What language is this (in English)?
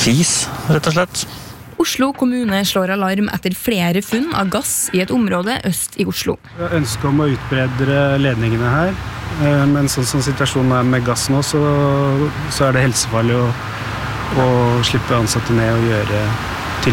Norwegian